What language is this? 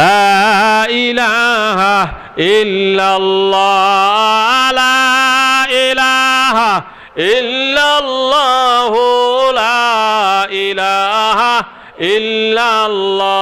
Sylheti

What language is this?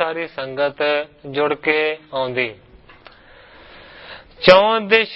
Punjabi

